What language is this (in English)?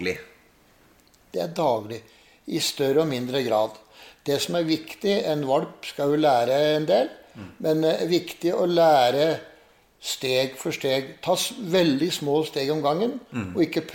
Norwegian